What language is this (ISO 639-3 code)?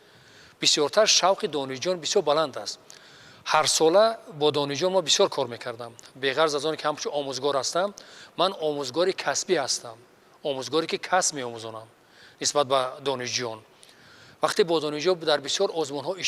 tgk